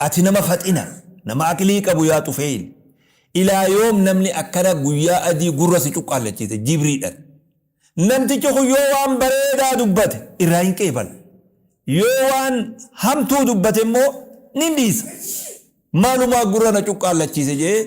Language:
Oromo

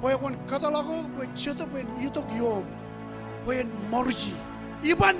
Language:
Marshallese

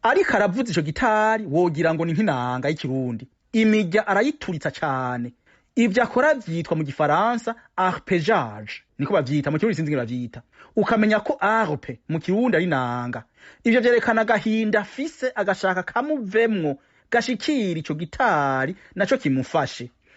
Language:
Rundi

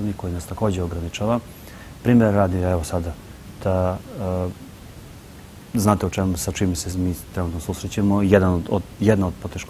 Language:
Serbian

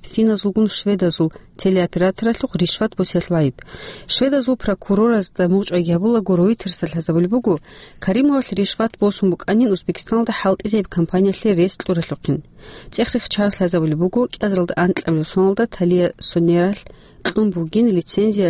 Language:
Avaric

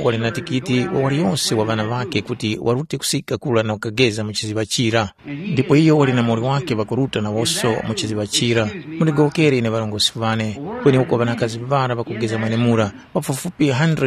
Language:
Tumbuka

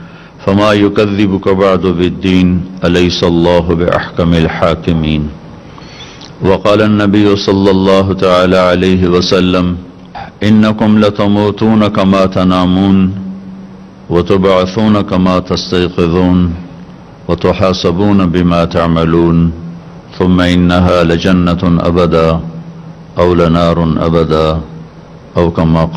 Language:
Urdu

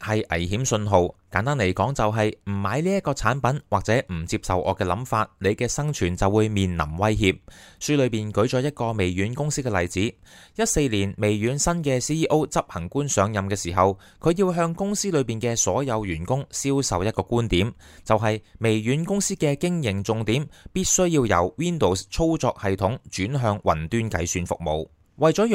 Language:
Cantonese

